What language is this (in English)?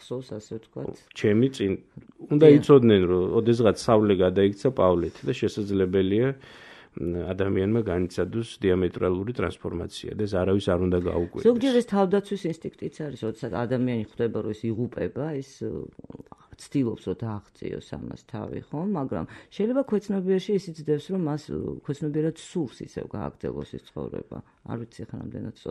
Georgian